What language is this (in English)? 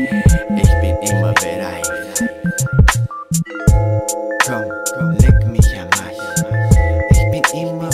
German